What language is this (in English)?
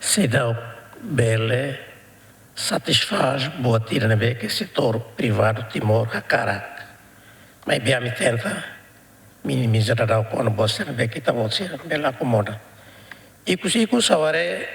Tetum